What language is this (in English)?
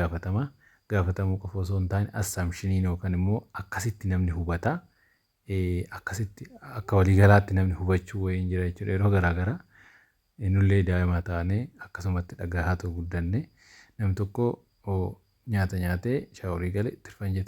Oromo